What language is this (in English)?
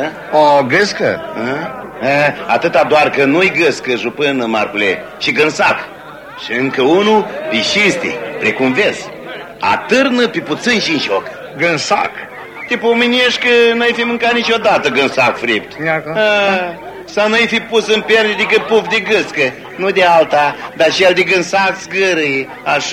Romanian